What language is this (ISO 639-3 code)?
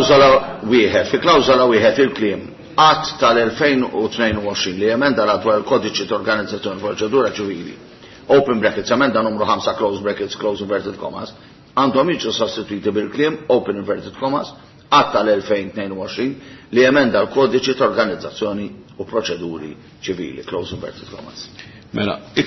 mlt